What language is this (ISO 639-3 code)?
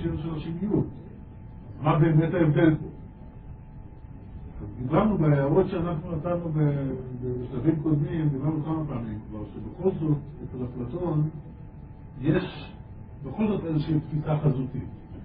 heb